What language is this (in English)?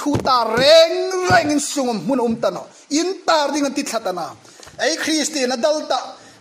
Hmar